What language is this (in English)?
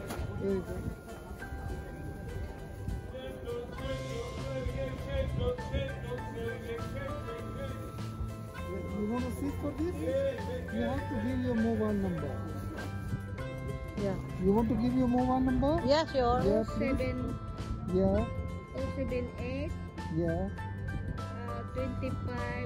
Filipino